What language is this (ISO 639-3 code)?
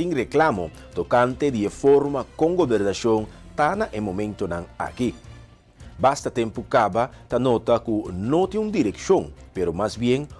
pap